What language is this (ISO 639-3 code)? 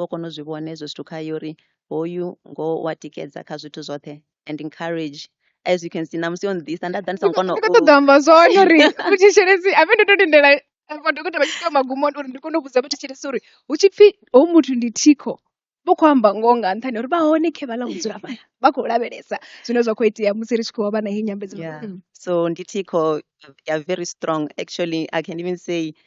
ven